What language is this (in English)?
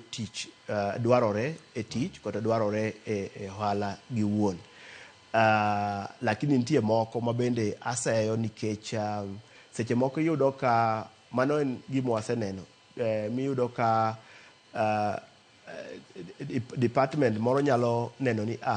Luo (Kenya and Tanzania)